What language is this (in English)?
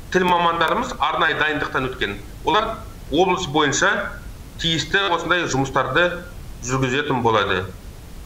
Kazakh